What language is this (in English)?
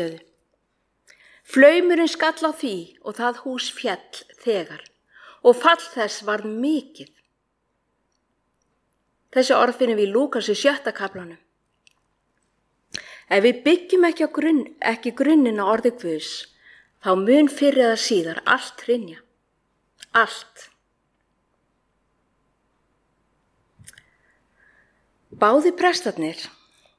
Icelandic